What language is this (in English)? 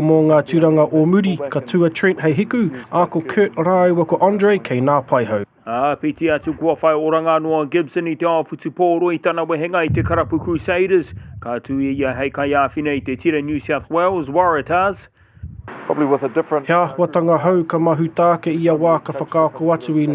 Māori